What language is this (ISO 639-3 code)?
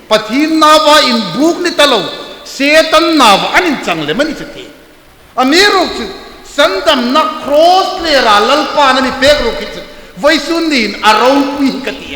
hmr